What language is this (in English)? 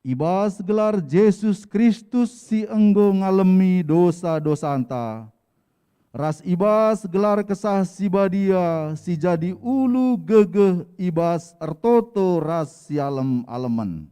Batak Karo